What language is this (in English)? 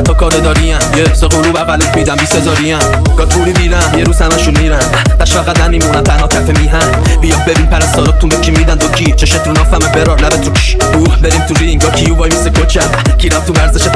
Persian